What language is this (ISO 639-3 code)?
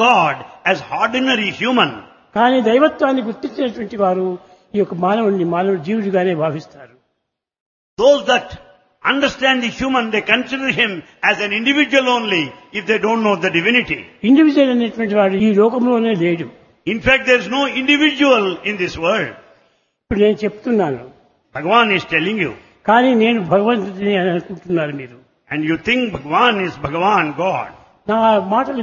tel